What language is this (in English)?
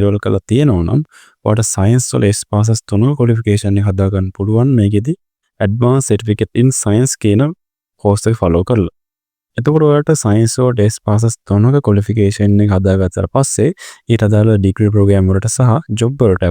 Sinhala